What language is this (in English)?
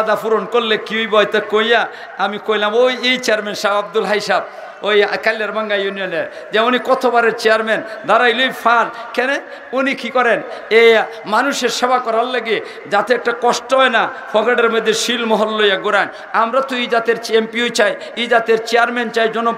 Sylheti